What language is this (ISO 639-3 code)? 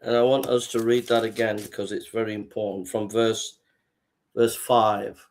eng